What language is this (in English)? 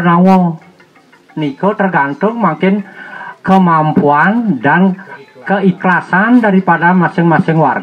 Balinese